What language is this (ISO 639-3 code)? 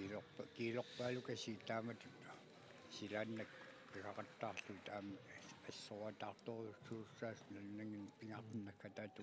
kal